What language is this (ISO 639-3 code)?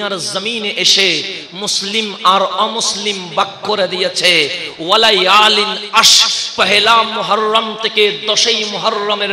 ben